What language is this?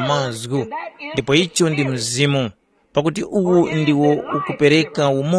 Tumbuka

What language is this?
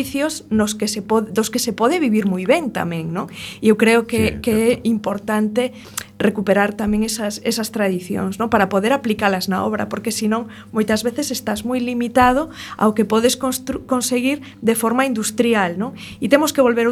Galician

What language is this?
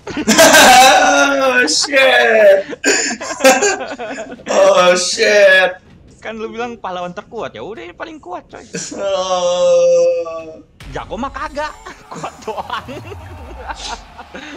Indonesian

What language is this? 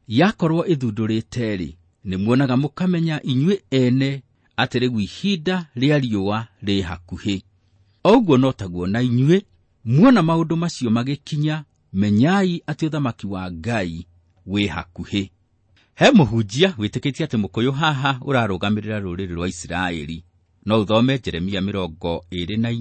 Kikuyu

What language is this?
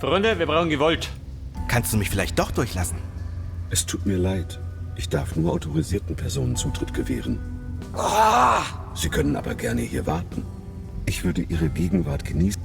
Bavarian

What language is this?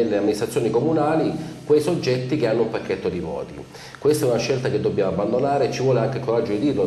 Italian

